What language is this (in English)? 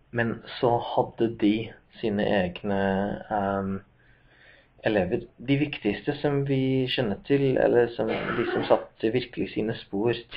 Norwegian